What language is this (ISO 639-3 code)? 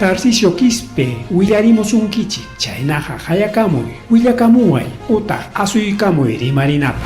quy